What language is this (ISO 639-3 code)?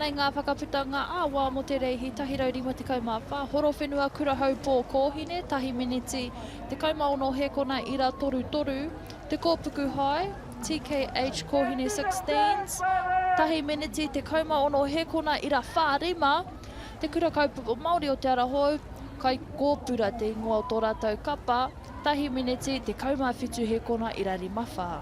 mri